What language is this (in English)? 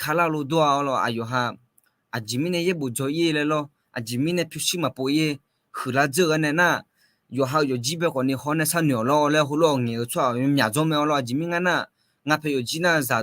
Akha